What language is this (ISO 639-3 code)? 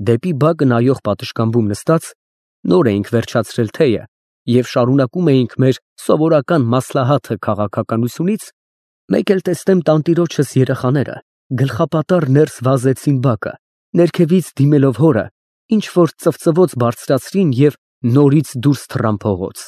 hye